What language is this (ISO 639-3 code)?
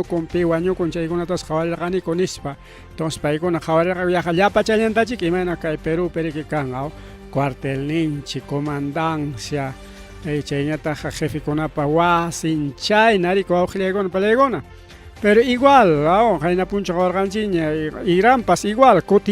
quy